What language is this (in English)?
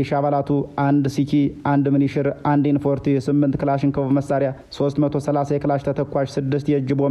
Amharic